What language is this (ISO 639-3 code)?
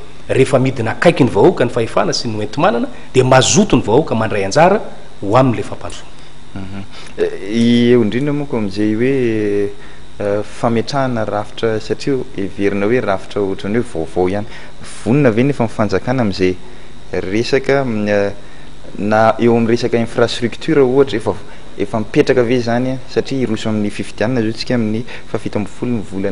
mlg